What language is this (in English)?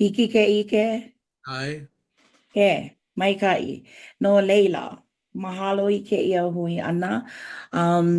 Hawaiian